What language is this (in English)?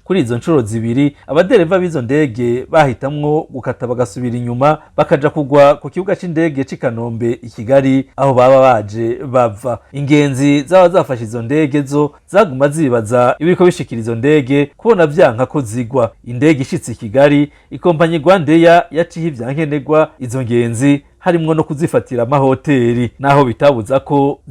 Rundi